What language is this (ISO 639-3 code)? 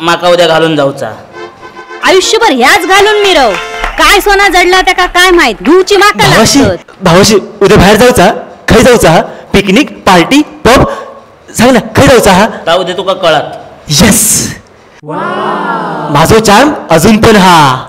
kok